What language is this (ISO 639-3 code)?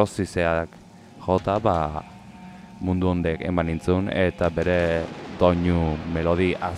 eus